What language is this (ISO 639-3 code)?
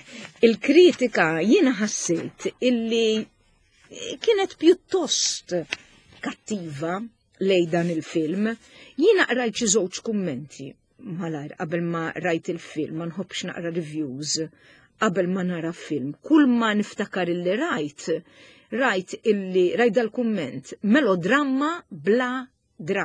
mlt